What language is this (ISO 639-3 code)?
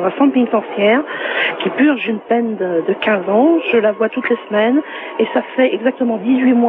fra